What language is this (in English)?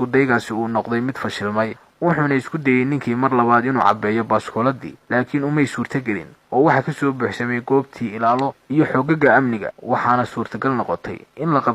Somali